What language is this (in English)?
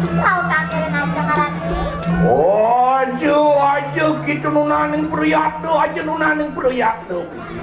Balinese